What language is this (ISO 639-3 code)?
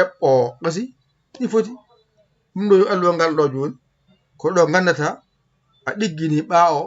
ful